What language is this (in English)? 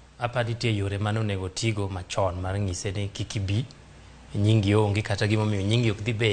Luo (Kenya and Tanzania)